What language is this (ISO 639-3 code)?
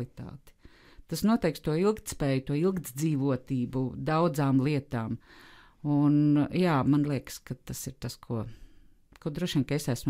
lav